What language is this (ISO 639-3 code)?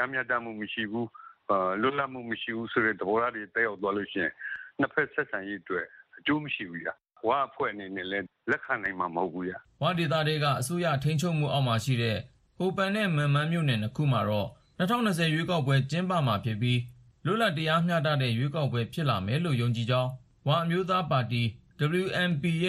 mya